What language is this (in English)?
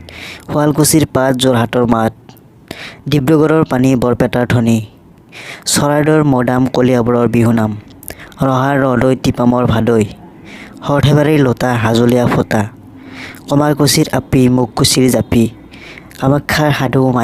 Assamese